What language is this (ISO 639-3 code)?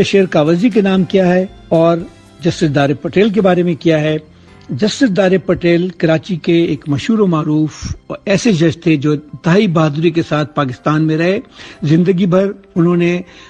urd